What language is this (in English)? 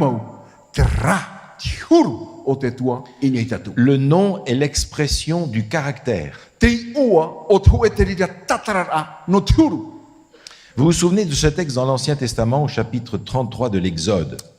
Tahitian